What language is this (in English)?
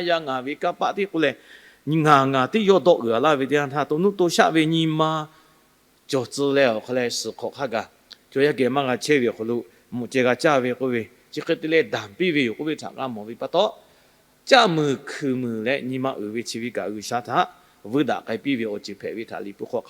Lahu